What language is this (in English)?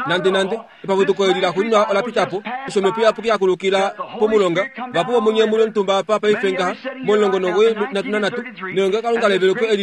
Kuanyama